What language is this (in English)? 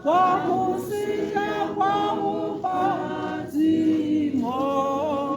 Tswana